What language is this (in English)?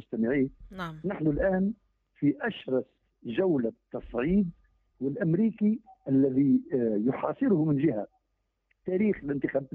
Tunisian Arabic